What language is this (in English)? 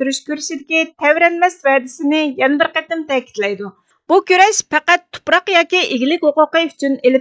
Uyghur